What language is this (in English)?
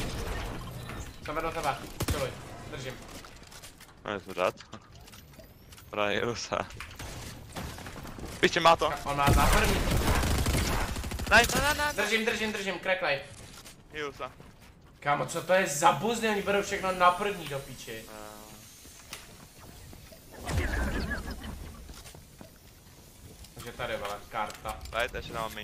Czech